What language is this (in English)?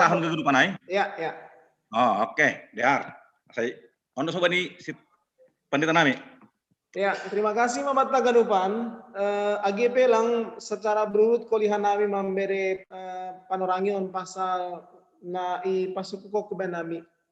Batak Simalungun